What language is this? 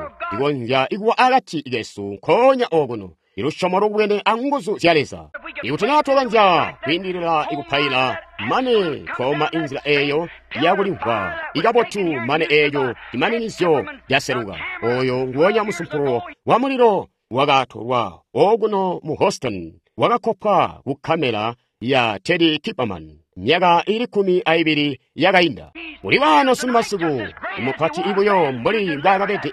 Tonga (Zambia)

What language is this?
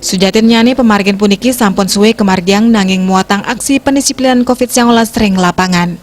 Balinese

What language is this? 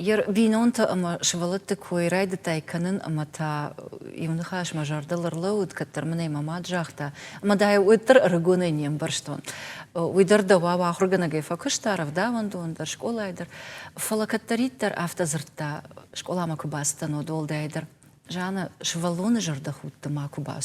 Ossetic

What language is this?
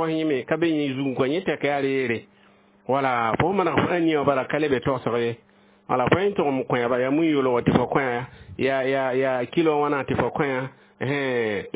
Mossi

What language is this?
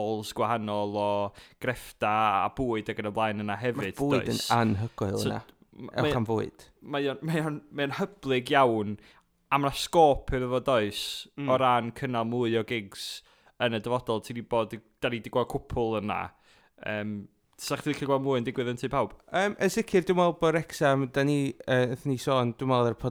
Welsh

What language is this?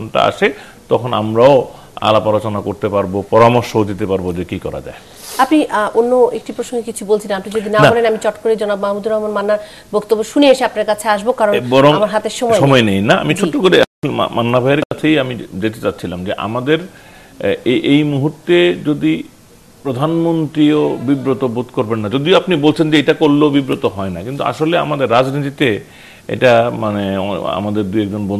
Bangla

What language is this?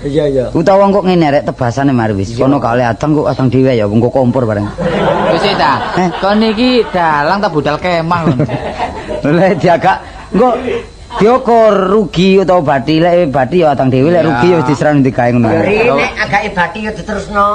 Javanese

